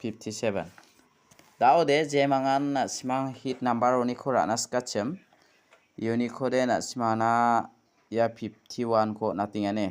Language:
Garo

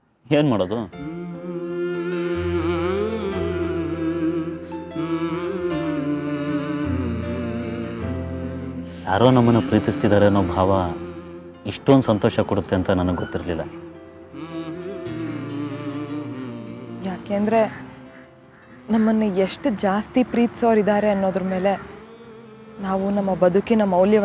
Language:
Kannada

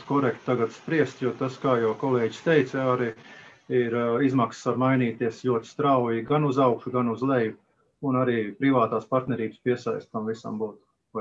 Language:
Latvian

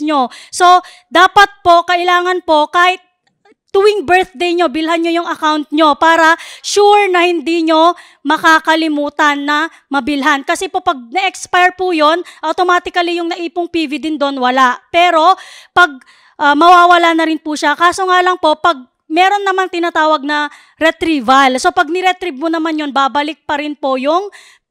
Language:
Filipino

